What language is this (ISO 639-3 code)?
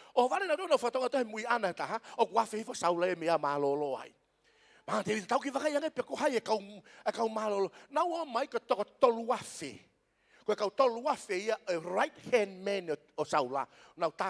ton